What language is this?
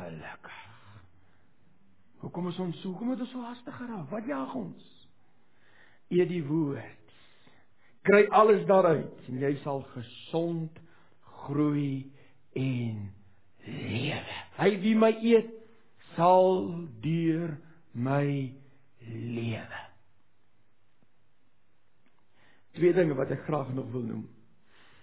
Afrikaans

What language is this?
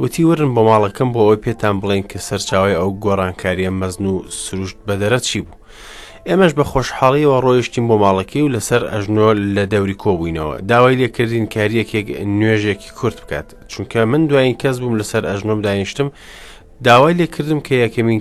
Central Kurdish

